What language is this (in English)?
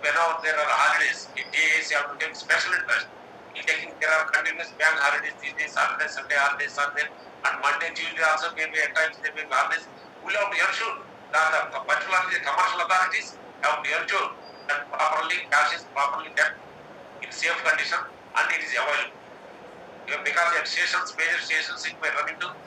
English